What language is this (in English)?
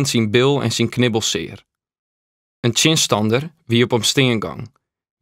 Western Frisian